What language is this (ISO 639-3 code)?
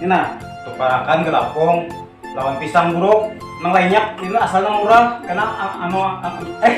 bjn